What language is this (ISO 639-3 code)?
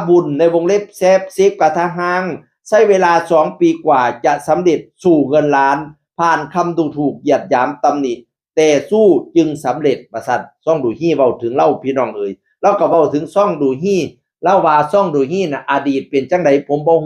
tts